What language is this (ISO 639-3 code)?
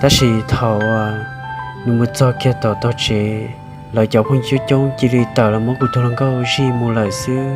hmn